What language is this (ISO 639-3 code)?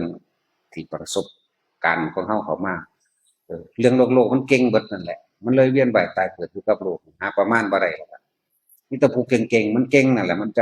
tts